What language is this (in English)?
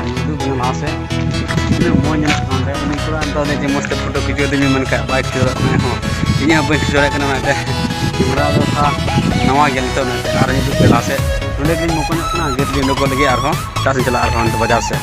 Santali